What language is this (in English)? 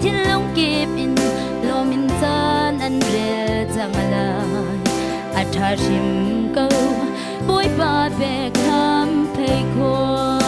Hakha Chin